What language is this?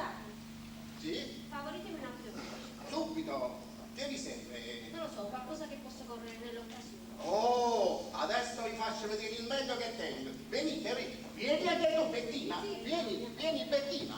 Neapolitan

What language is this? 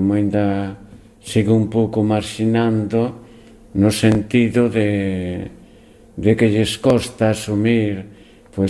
Galician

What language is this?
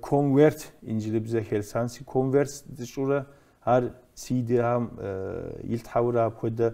Kabardian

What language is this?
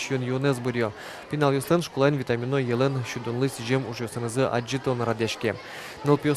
Udmurt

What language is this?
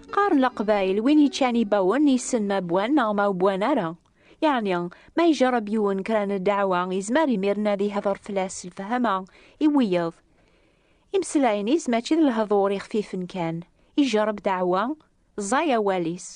Kabyle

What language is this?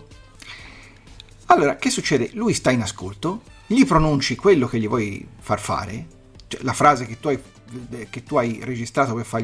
Italian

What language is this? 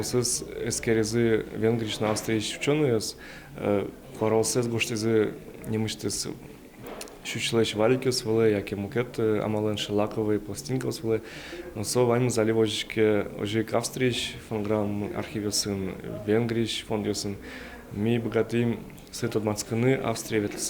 Udmurt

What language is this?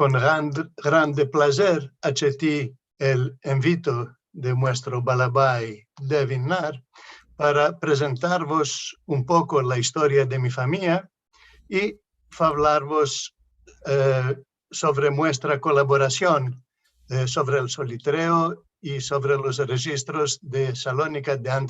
Ladino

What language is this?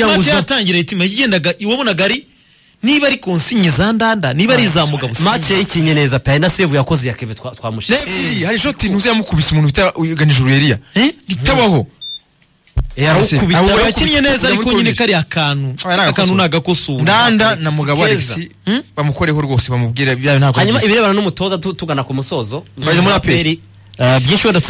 Kinyarwanda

